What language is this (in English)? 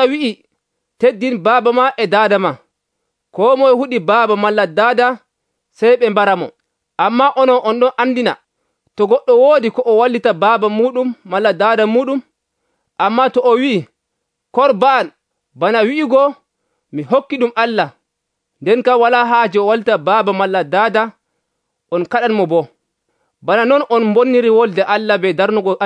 Nigerian Fulfulde